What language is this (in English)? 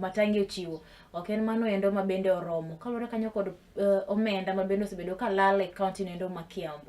Luo (Kenya and Tanzania)